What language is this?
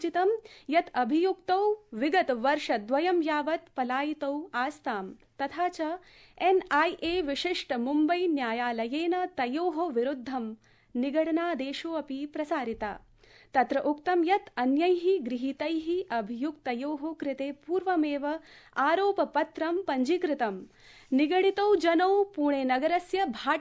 Sanskrit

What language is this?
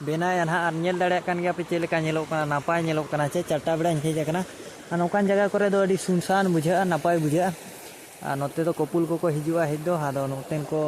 Santali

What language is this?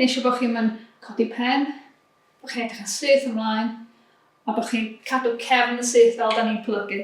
Welsh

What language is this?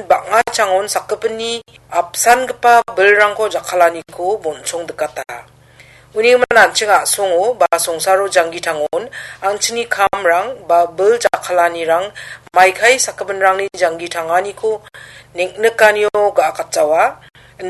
Garo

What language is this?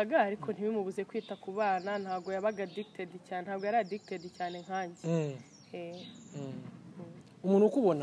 Kinyarwanda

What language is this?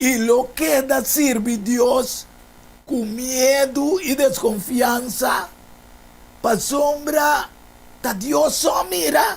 Papiamento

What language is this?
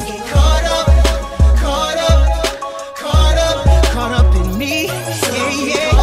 English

